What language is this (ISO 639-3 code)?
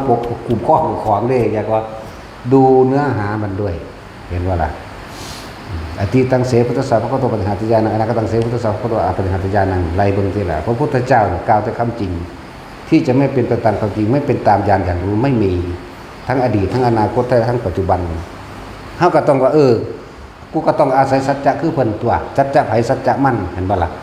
tts